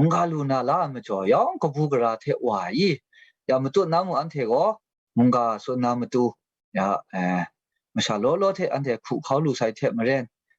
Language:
Kachin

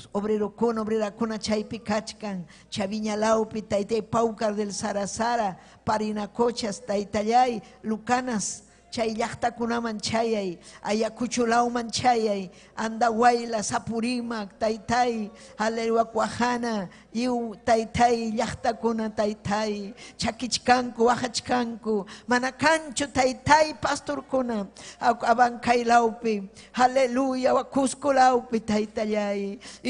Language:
Ayacucho Quechua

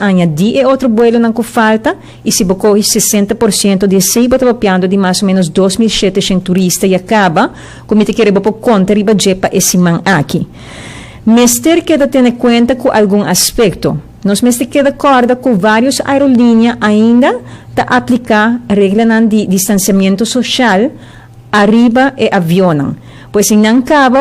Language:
Papiamento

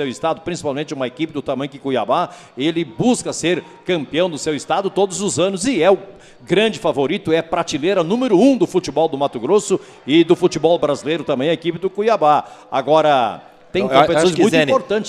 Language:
Portuguese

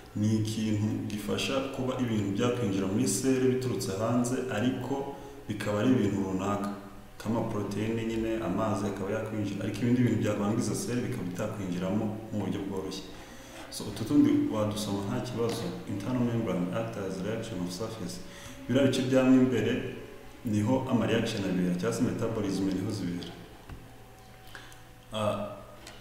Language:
Kinyarwanda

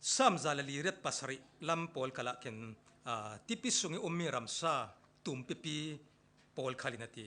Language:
Falam Chin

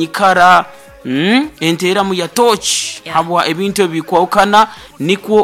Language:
Nyoro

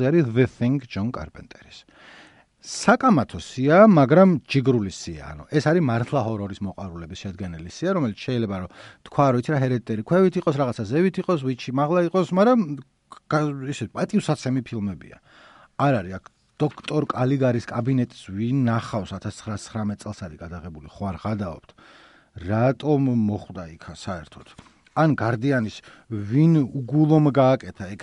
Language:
Georgian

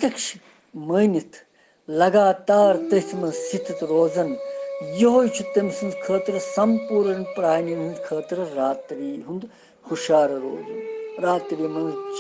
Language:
Kashmiri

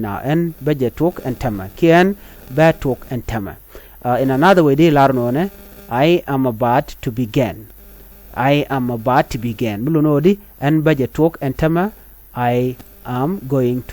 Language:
Nuer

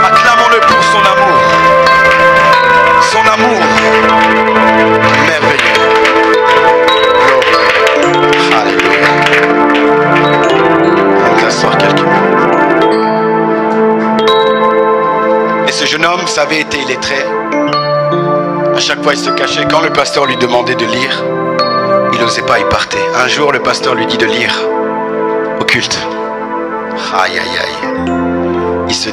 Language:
French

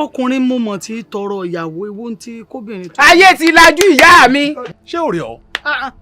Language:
Yoruba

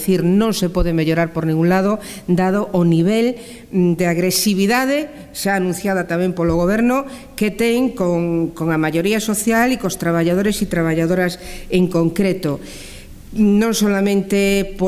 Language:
Galician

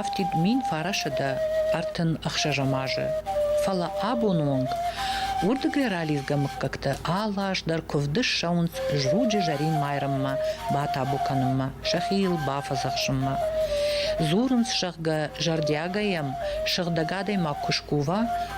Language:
Ossetic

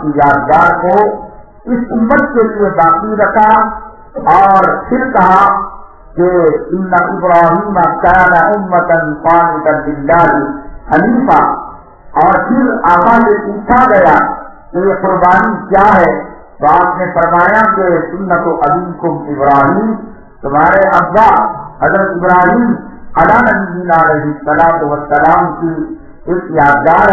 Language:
Urdu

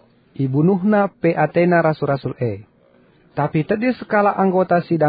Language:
Batak Karo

